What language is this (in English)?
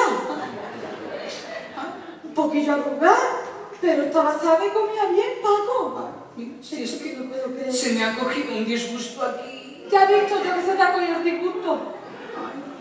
Spanish